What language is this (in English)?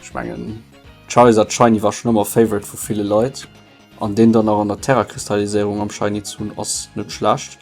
Luxembourgish